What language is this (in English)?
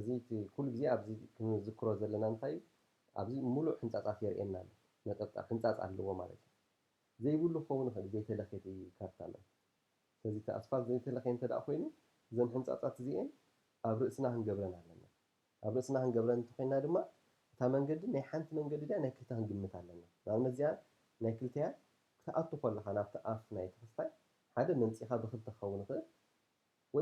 Tigrinya